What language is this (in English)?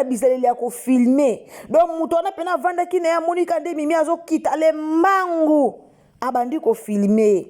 Lingala